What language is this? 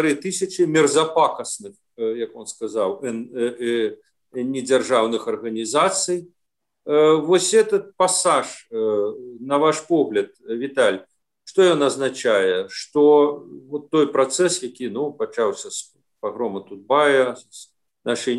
Belarusian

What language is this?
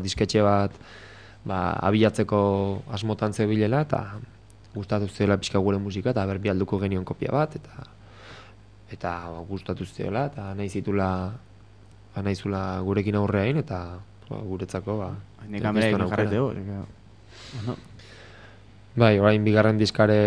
Basque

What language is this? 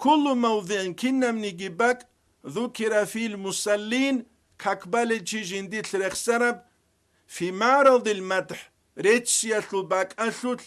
Avaric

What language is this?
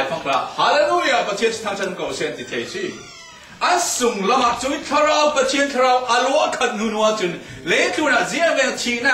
Falam Chin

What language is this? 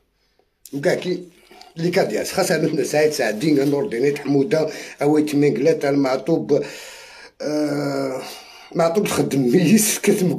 Algerian Arabic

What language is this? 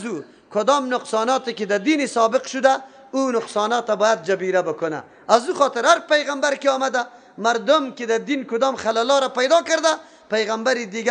Persian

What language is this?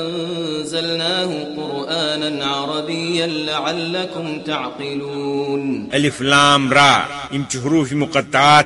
Kashmiri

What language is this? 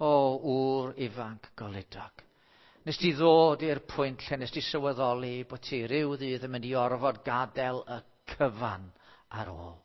Welsh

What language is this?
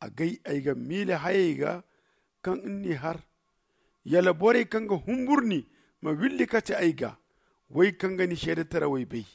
Zarma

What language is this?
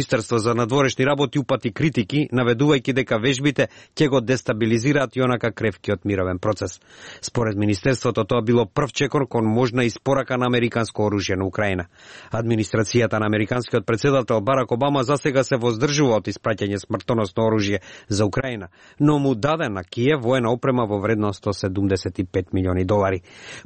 Macedonian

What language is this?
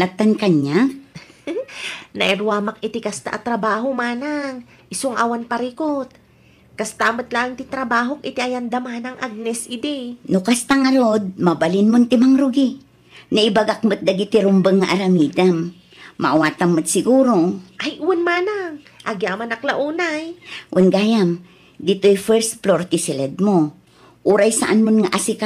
Iloko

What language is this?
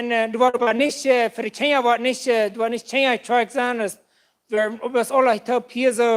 Plautdietsch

